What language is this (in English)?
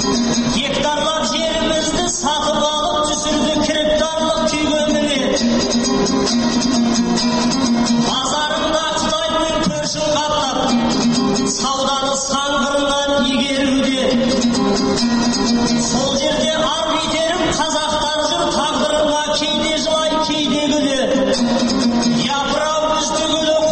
Kazakh